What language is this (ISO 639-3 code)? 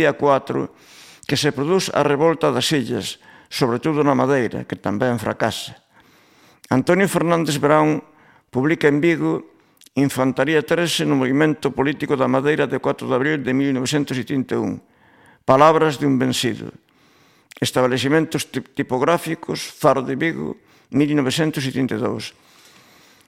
glg